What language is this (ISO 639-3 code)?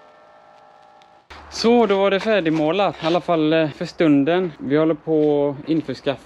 swe